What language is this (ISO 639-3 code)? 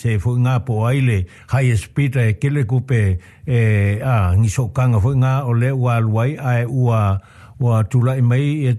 smo